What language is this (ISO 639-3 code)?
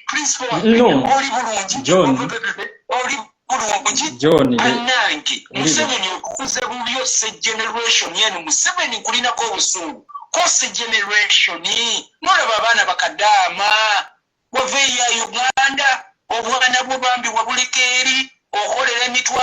lug